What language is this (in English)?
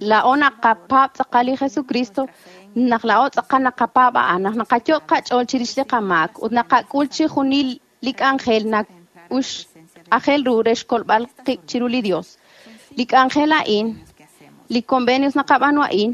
Kekchí